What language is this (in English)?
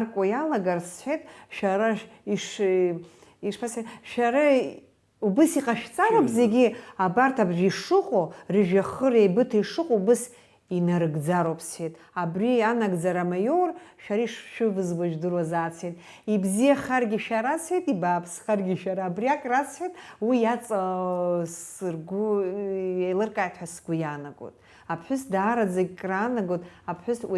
Abkhazian